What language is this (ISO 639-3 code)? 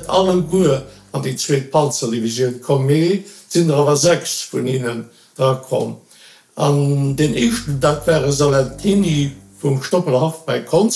ltz